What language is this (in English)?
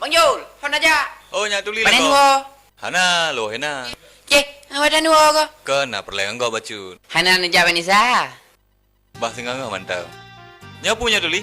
Achinese